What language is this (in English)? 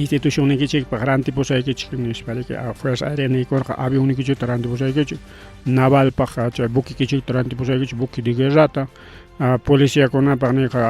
Ayacucho Quechua